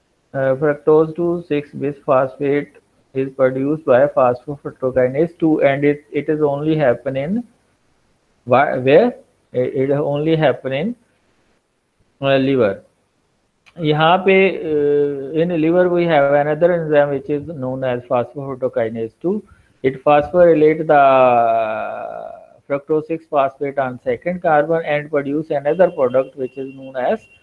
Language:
English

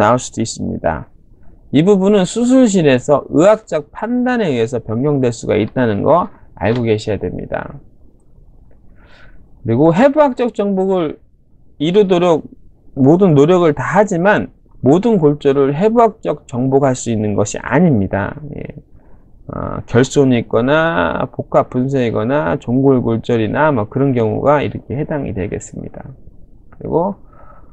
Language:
Korean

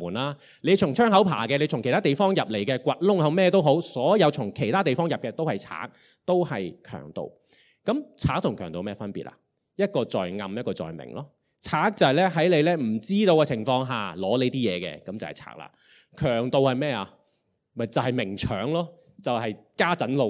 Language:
Cantonese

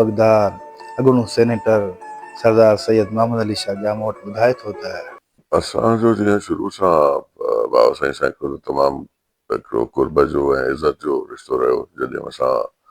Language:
Sindhi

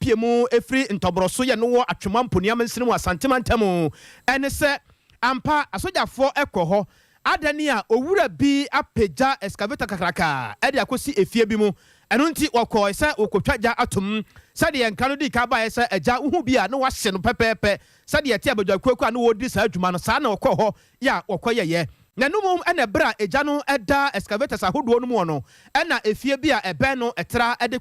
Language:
Akan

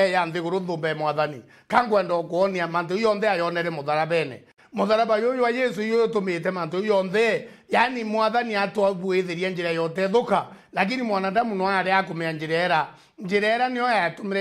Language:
Meru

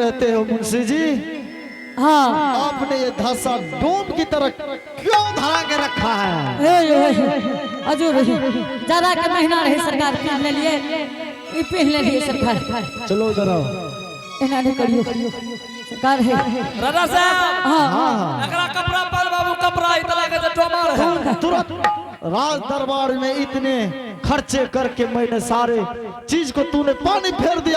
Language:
Angika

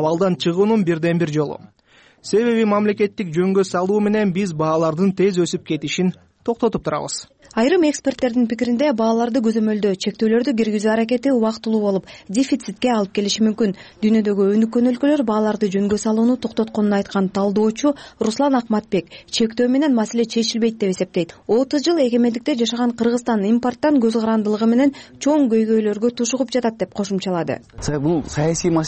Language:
Kyrgyz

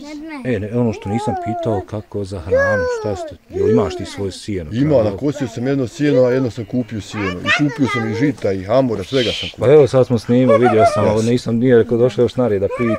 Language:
Bosnian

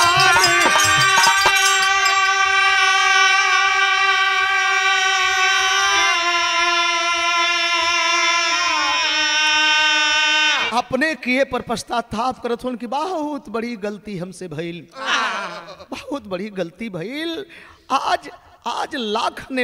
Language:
Bhojpuri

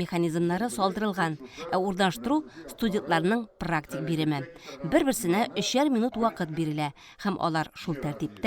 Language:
Tatar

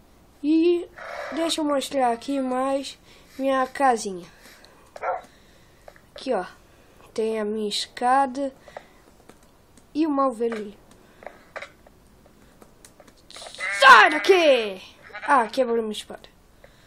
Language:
Portuguese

